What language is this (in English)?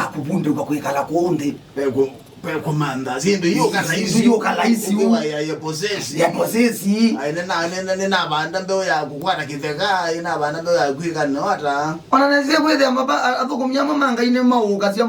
Kamba